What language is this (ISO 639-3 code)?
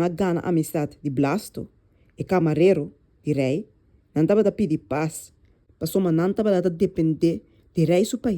pap